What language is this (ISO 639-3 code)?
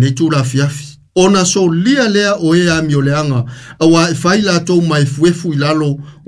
smo